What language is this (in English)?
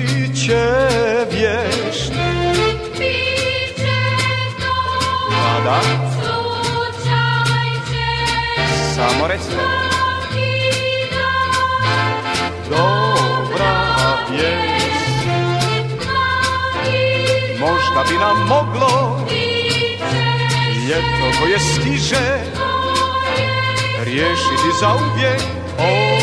Serbian